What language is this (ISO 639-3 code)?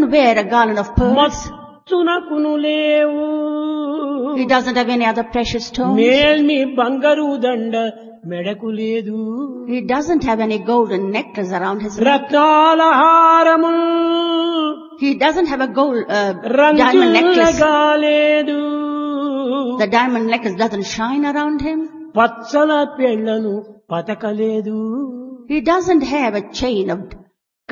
tel